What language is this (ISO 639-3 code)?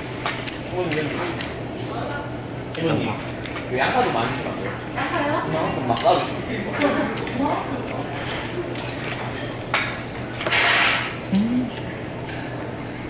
kor